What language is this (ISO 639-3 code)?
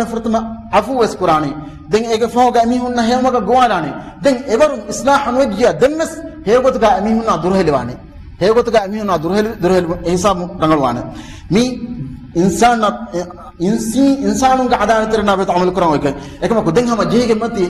div